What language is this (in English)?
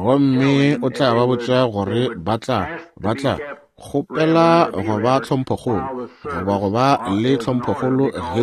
Northern Sotho